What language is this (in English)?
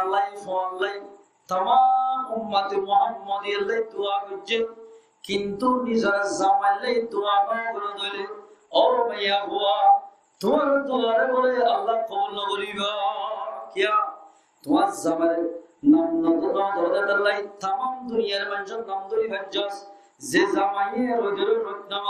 Rohingya